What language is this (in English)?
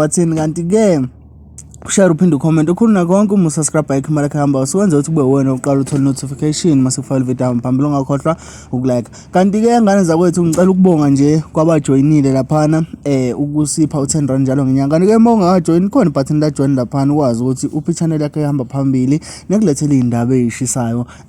Zulu